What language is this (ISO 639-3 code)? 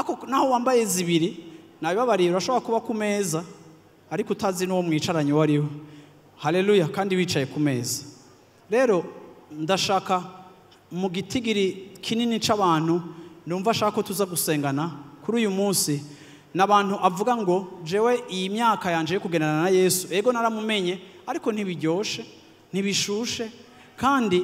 run